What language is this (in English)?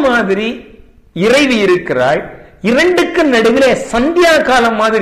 Tamil